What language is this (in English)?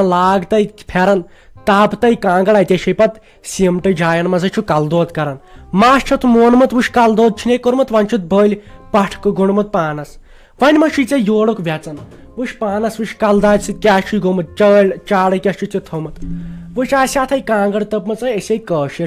Kashmiri